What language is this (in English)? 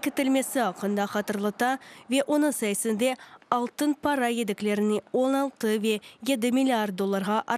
Crimean Tatar